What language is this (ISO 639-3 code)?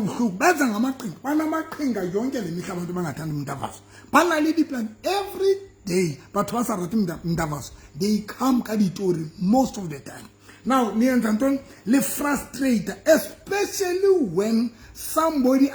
sot